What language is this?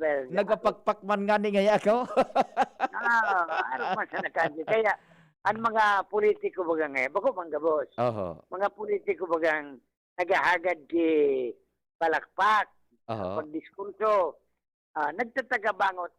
Bikol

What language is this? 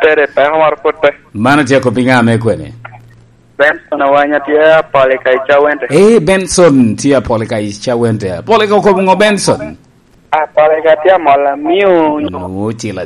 Lango (Uganda)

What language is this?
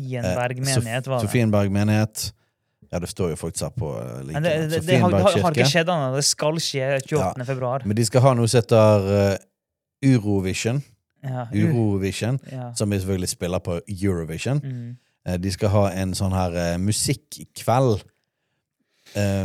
Norwegian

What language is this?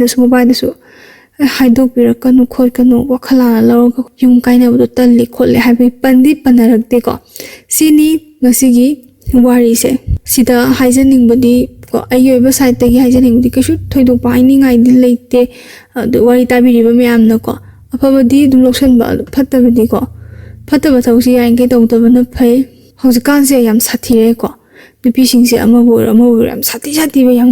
Manipuri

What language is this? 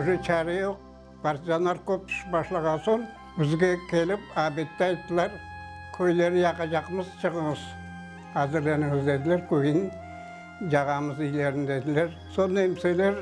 Crimean Tatar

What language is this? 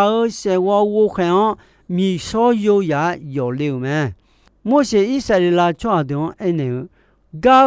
Akha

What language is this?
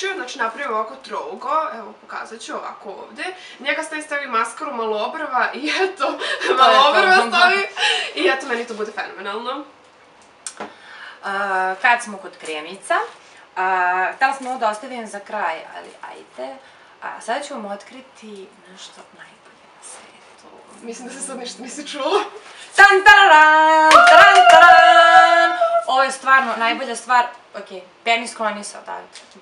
Serbian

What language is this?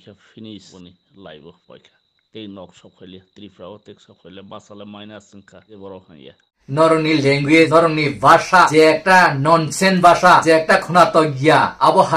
Kok Borok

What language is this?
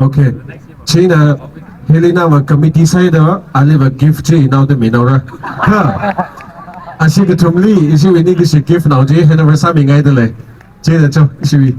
Tangkhul Naga (India)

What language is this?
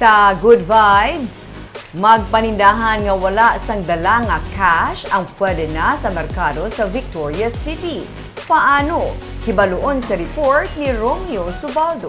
Hiligaynon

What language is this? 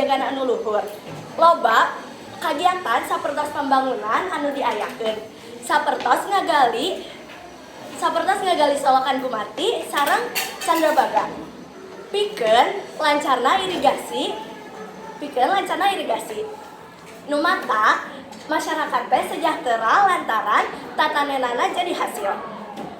Sundanese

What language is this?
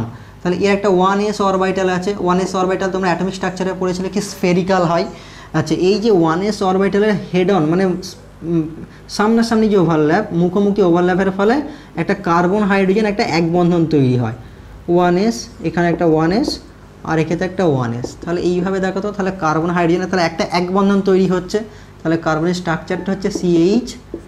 Bangla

